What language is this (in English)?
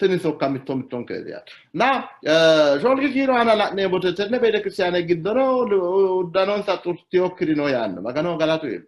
Sidamo